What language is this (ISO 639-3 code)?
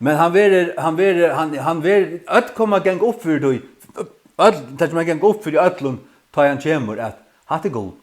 fao